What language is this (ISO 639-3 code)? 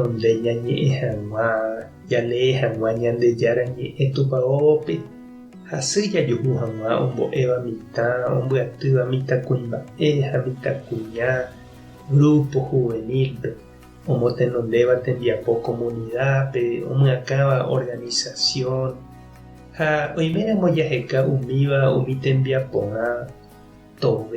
grn